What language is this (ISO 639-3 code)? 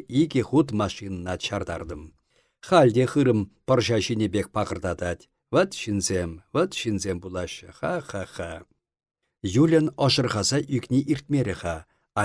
chv